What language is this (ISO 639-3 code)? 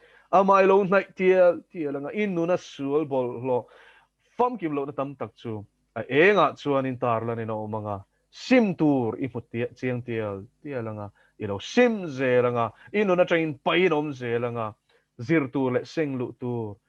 lus